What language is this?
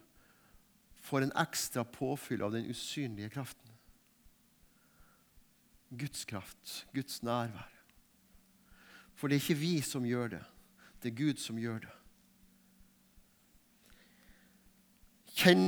Norwegian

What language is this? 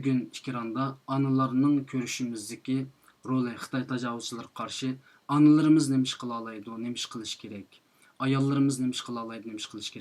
Uyghur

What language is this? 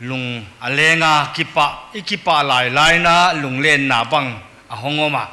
Paite Chin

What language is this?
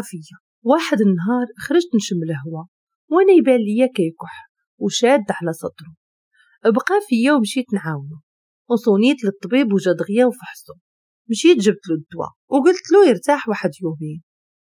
Moroccan Arabic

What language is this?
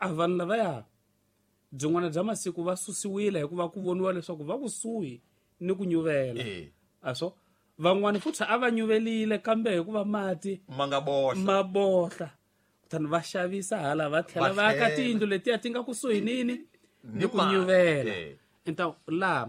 Tsonga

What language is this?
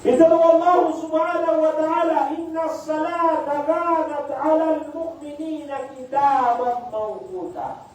Maranao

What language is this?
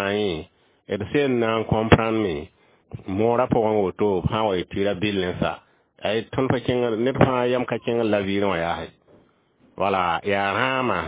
Mossi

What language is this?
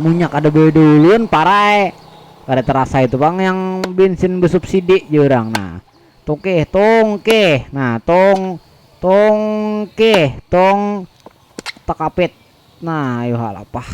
Banjar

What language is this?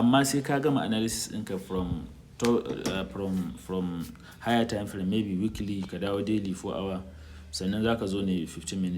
Hausa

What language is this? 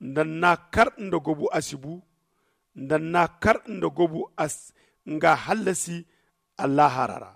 Zarma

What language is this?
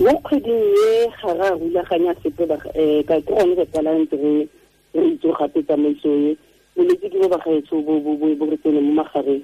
Tswana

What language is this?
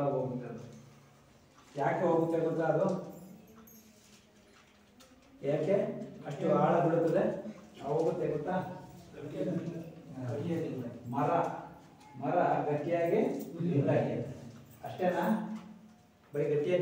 Kannada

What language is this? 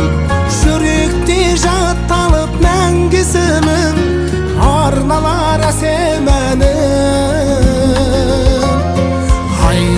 Kazakh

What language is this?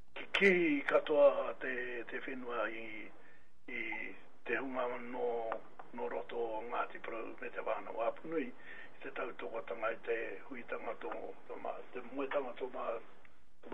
Māori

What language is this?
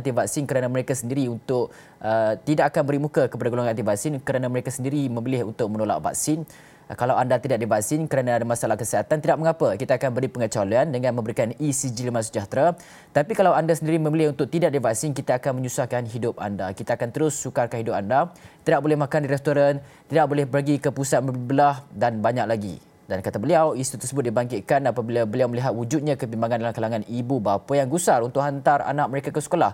Malay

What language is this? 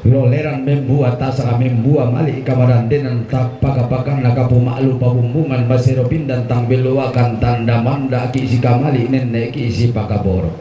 Toraja-Sa'dan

